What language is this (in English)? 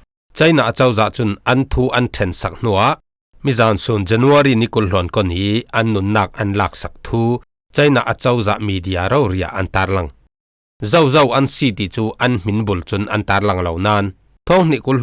Falam Chin